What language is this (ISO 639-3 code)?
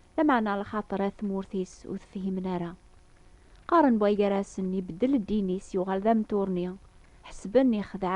kab